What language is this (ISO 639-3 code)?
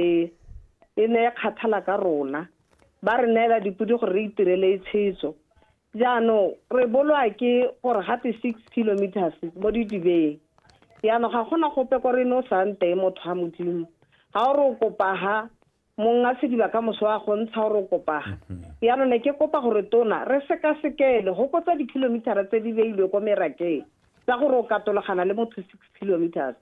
tsn